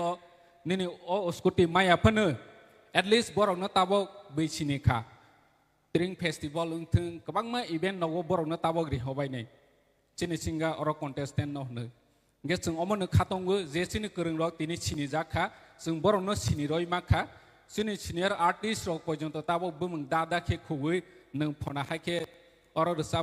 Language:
Kok Borok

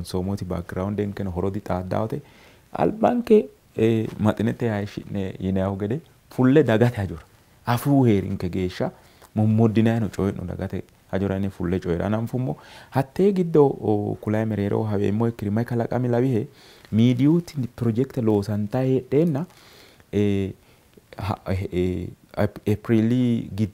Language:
Sidamo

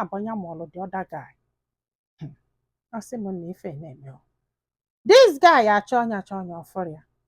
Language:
Igbo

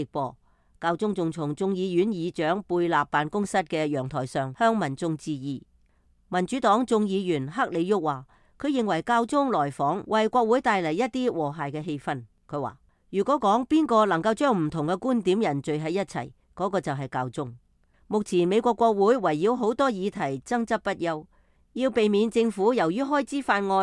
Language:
Cantonese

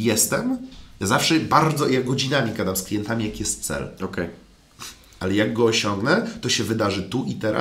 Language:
Polish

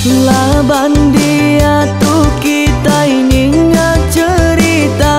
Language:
Iban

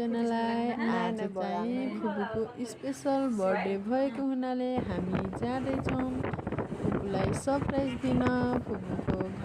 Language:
Nepali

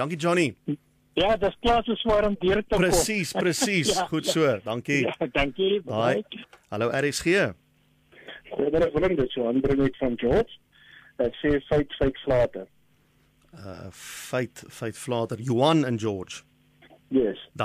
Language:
Afrikaans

